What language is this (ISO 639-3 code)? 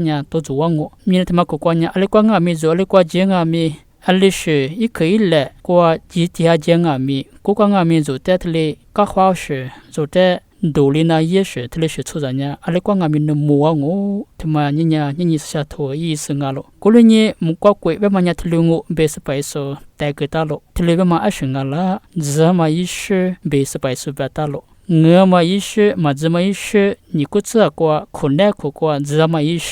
lis